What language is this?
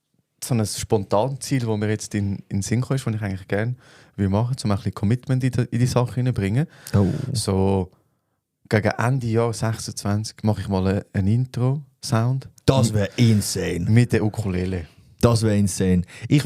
Swiss German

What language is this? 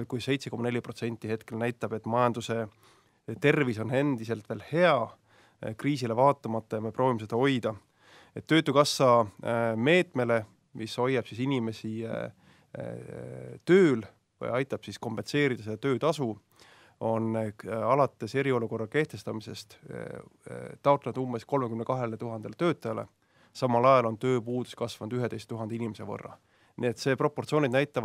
Estonian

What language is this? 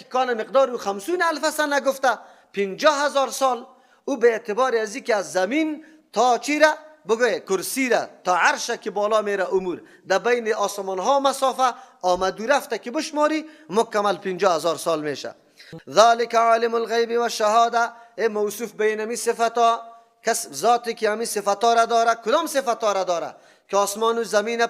Persian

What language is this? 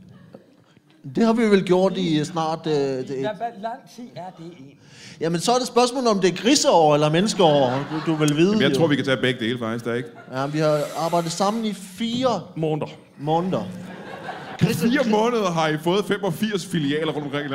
Danish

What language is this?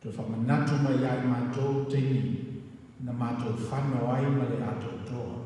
Samoan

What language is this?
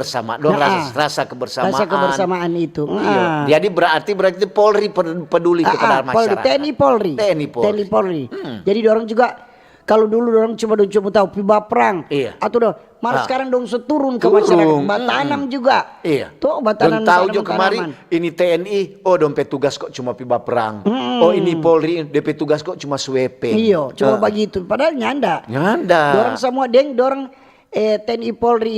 Manado Malay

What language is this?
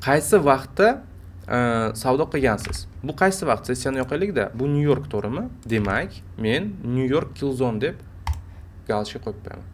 Uzbek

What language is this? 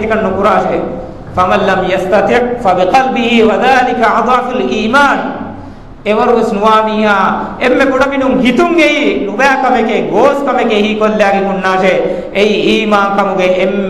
Divehi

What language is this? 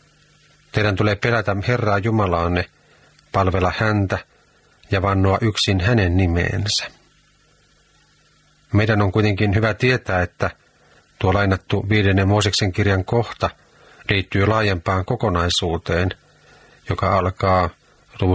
Finnish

